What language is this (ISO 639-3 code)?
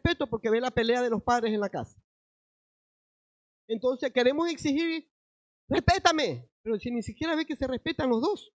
spa